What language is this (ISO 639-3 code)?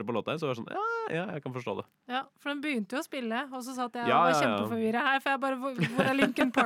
nor